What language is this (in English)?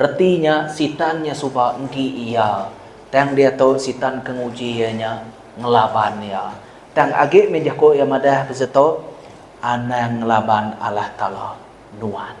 Iban